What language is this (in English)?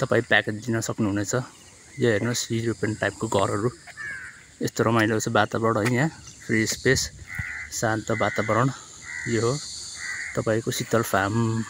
Nepali